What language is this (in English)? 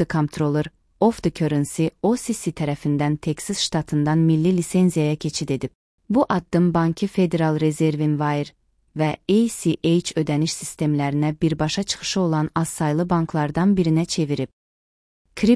Azerbaijani